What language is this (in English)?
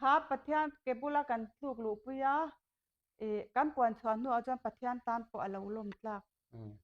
Mizo